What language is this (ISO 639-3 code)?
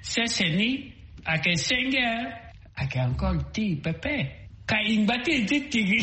sag